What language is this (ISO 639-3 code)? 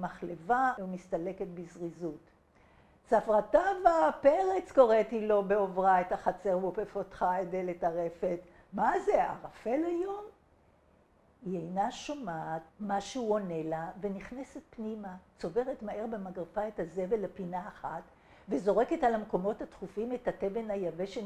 heb